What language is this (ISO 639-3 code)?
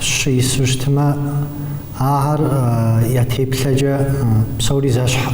kbd